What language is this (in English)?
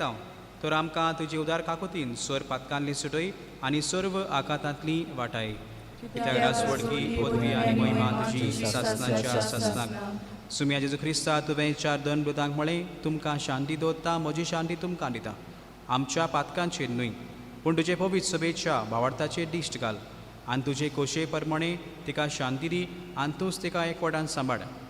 Konkani